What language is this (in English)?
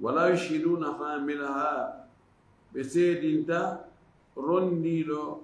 Fula